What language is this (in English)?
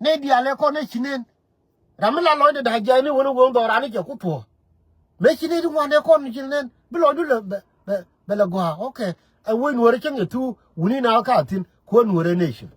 Nuer